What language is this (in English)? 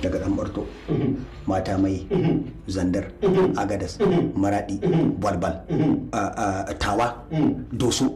Hausa